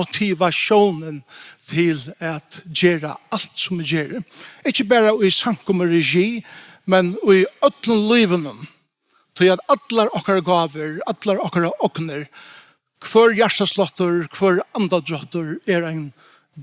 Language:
Faroese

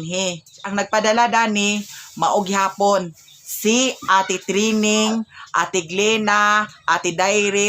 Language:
Cebuano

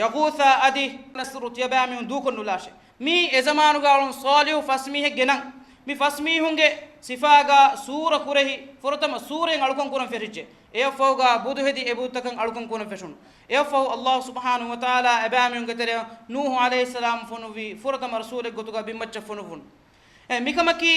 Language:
Divehi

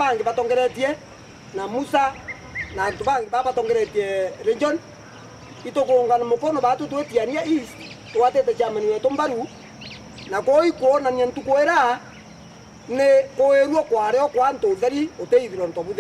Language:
Meru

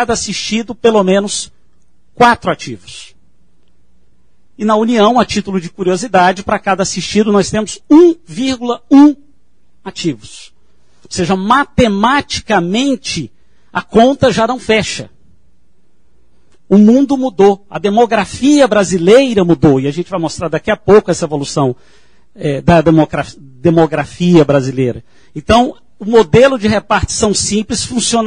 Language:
Portuguese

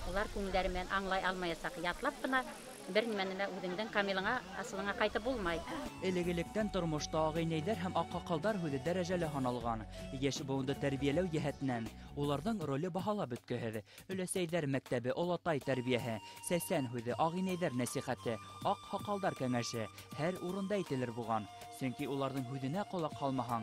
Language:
Bashkir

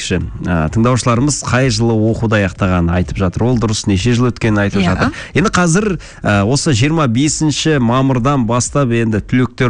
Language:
Kazakh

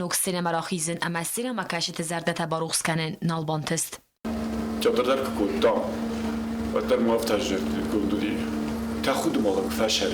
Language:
Ossetic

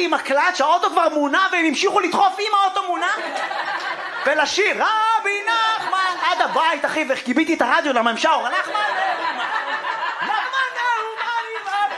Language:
Hebrew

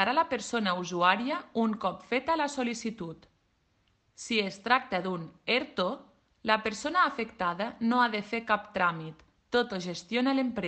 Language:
Catalan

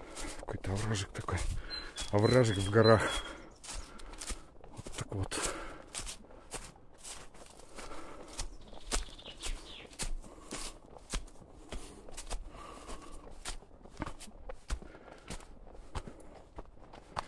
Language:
Russian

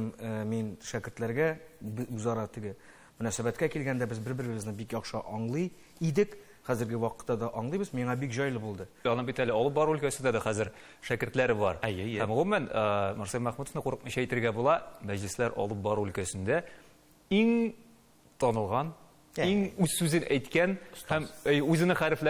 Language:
Tatar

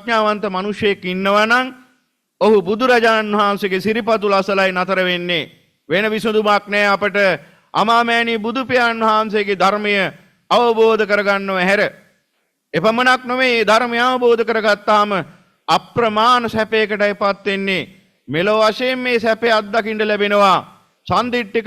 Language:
Sinhala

